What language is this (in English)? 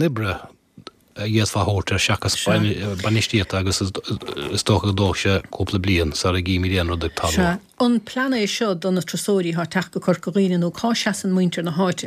Irish